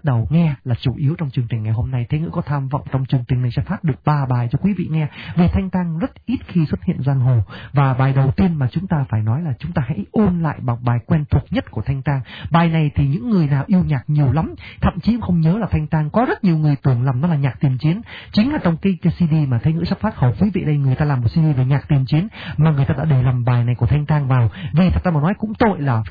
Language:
Vietnamese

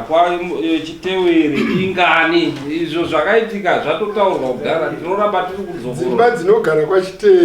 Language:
Shona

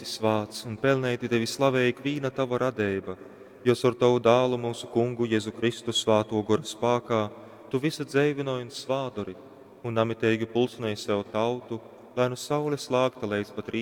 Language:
Latgalian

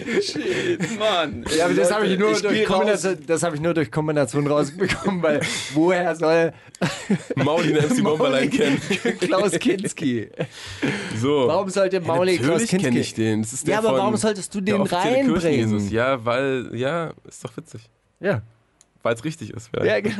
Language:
German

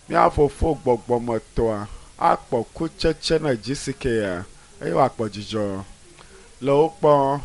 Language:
Ewe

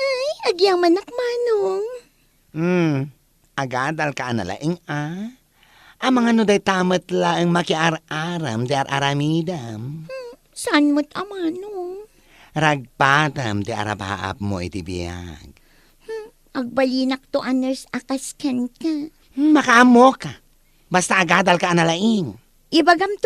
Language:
Iloko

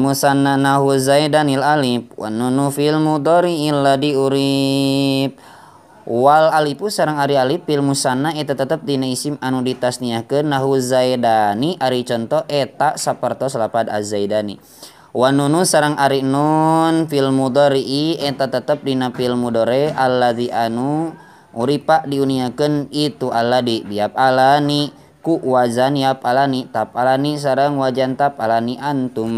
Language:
Sundanese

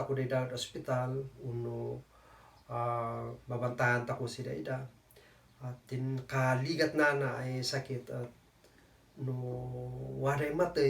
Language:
Kankanaey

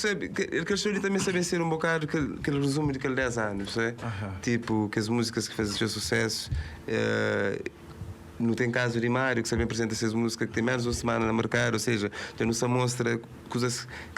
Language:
Kabuverdianu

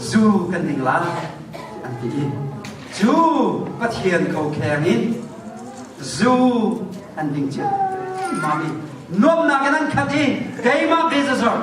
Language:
Hakha Chin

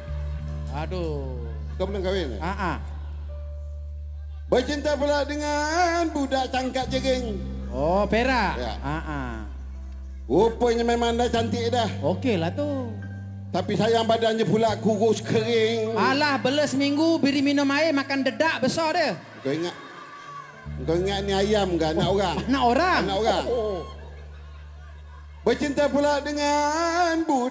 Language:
Malay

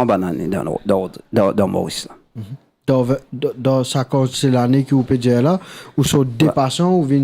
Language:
Morisyen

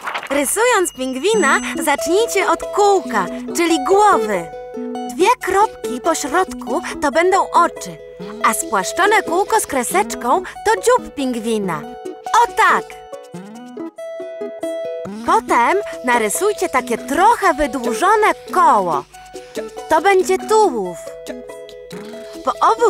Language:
Polish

